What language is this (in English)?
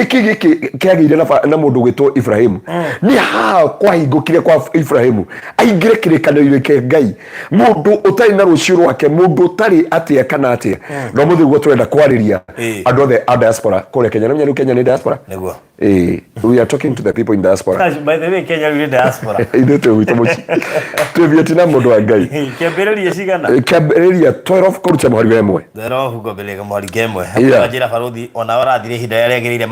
Kikuyu